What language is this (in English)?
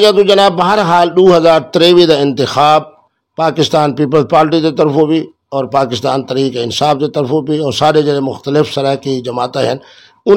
Saraiki